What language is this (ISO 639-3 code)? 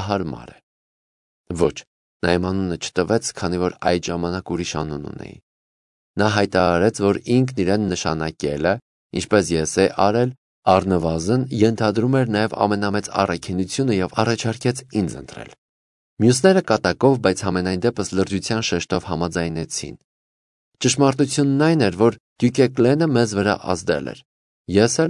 hye